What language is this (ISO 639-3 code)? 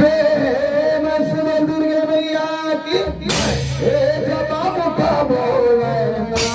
hne